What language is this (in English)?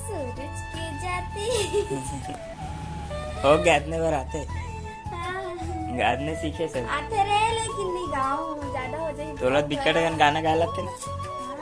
Chhattisgarhi